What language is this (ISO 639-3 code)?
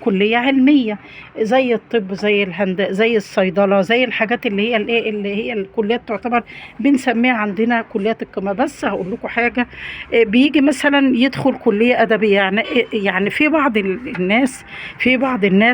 arz